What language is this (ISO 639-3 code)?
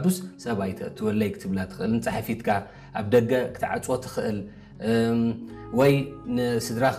tir